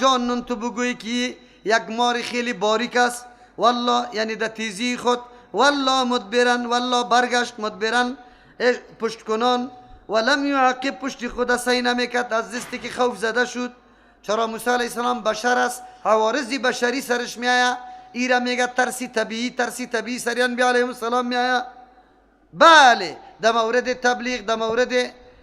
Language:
Persian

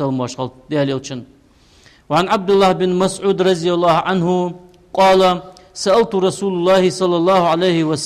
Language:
Ingush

